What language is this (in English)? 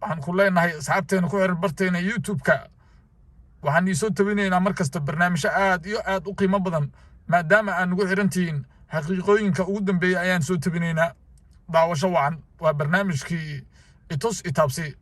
Somali